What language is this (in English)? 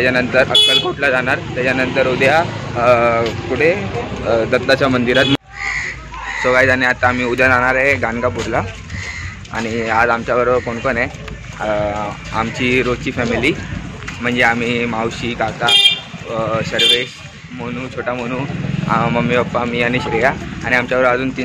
Marathi